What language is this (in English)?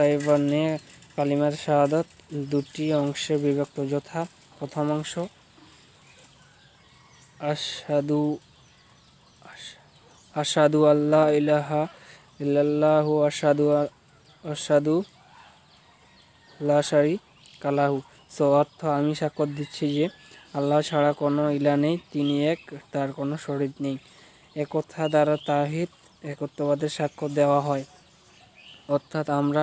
Bangla